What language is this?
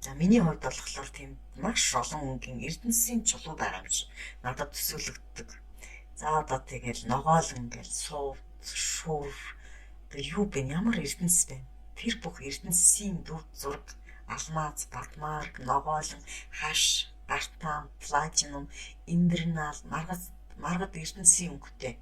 Mongolian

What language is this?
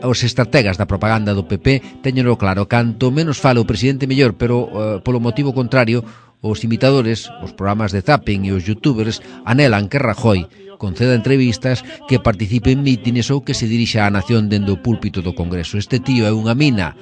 Galician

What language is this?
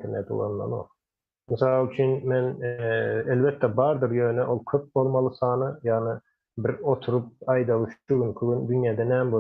Turkmen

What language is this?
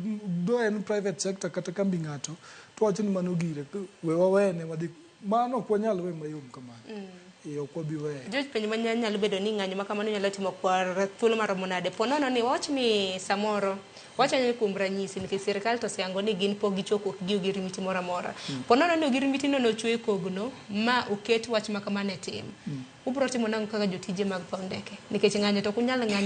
Luo (Kenya and Tanzania)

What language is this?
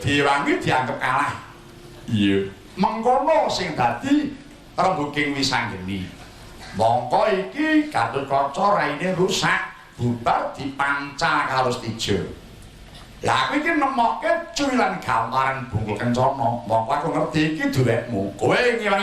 Javanese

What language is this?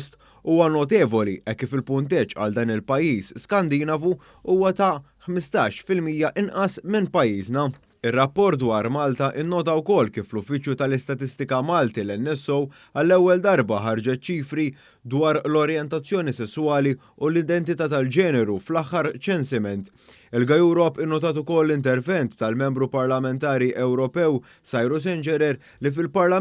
Maltese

